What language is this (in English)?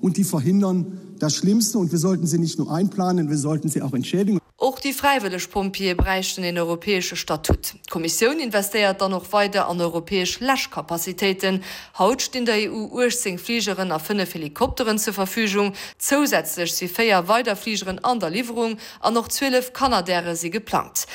Luxembourgish